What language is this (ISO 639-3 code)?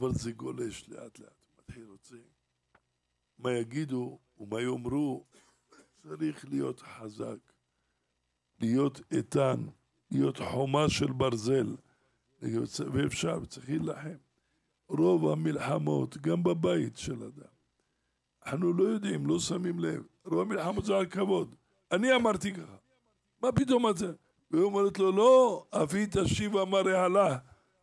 heb